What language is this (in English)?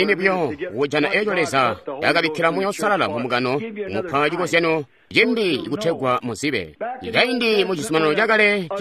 Tonga (Zambia)